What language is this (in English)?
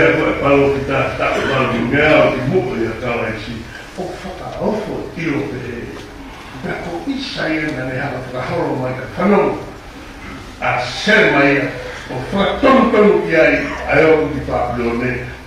Tongan